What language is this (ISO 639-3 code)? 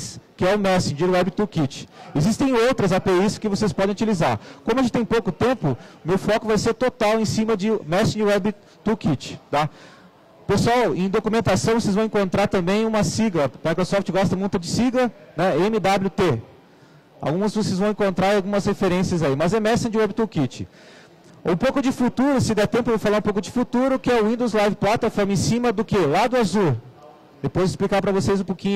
por